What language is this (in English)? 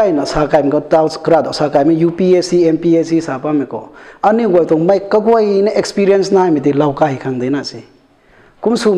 Rongmei Naga